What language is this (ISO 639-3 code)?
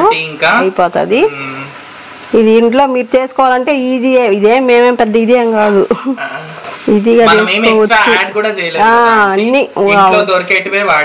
tel